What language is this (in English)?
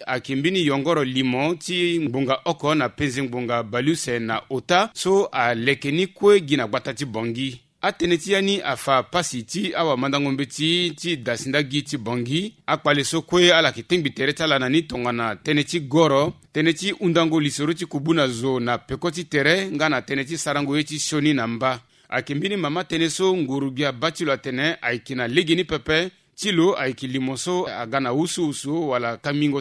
Sango